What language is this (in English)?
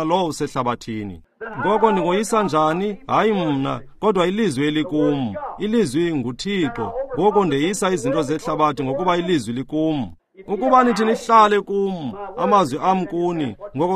Xhosa